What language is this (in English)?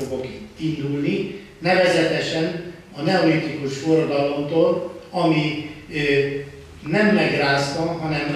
Hungarian